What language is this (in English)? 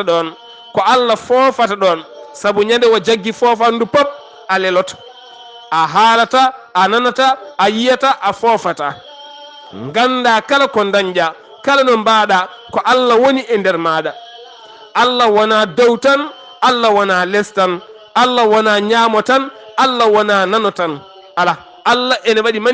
Fula